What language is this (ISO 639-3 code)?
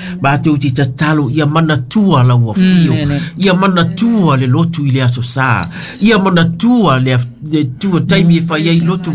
smo